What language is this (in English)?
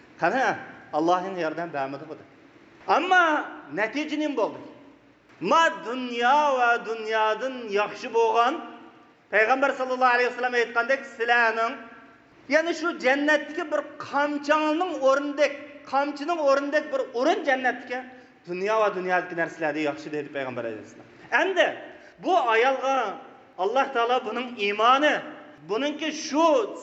Uyghur